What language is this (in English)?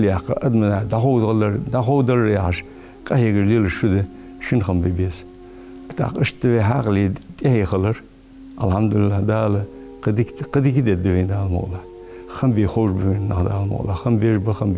Ingush